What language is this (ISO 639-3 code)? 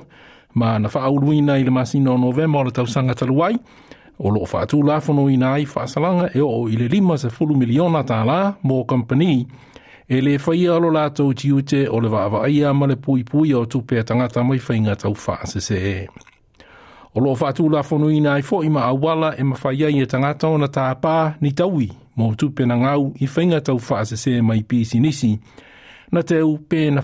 smo